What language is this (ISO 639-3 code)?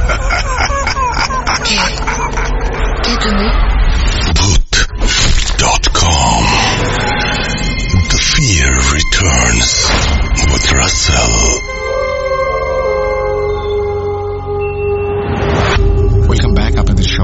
ben